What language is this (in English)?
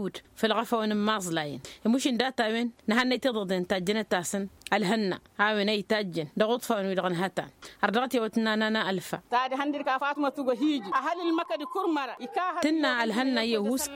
Tamasheq